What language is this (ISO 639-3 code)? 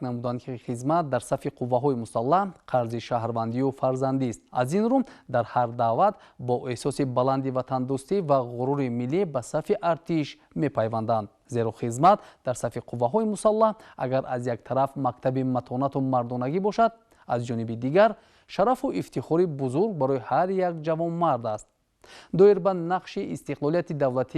tgk